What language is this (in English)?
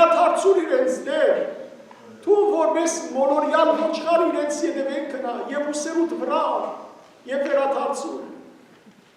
Western Armenian